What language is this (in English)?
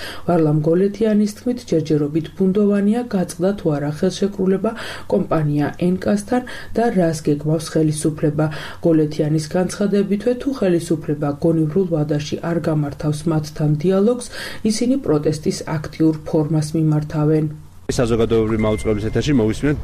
Georgian